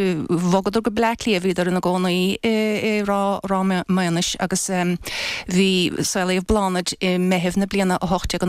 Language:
Irish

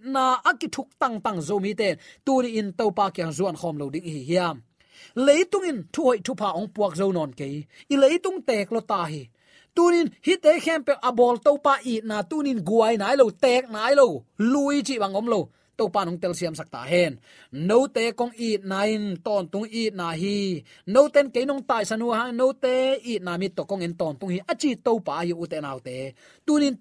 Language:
Tedim Chin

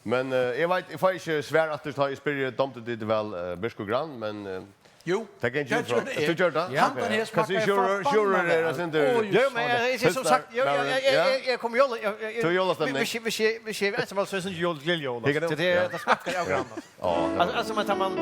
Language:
Faroese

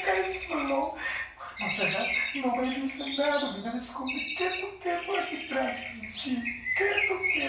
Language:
Papiamento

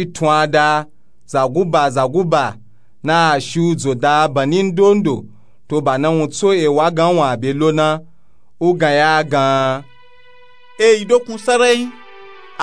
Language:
Nupe-Nupe-Tako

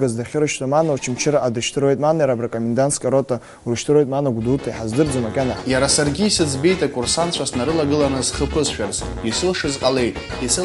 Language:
Abkhazian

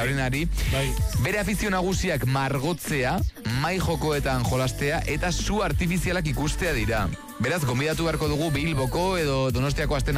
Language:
Basque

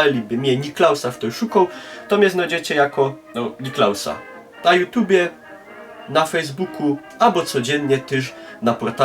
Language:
Silesian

